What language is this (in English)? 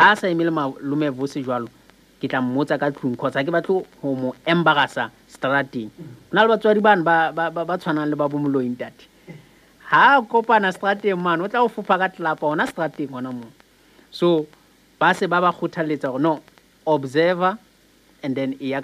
Southern Sotho